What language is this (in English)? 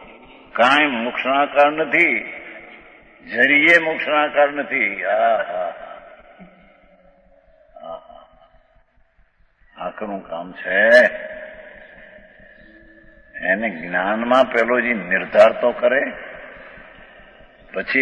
Gujarati